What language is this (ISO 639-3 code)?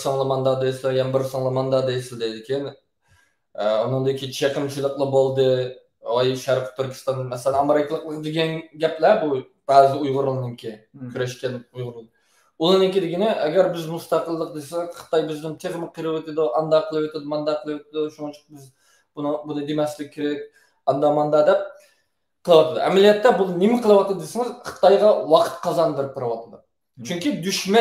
uig